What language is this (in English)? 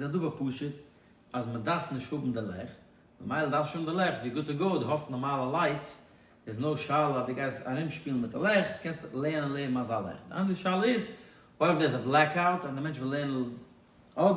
Yiddish